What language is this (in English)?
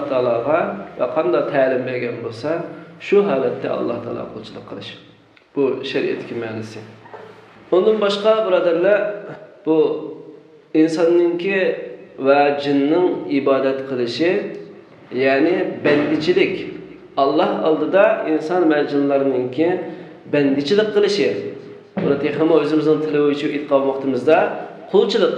Uyghur